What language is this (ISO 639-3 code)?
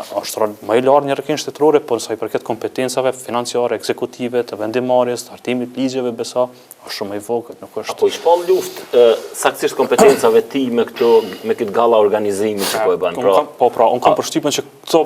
sqi